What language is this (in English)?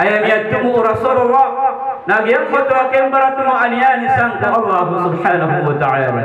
Maranao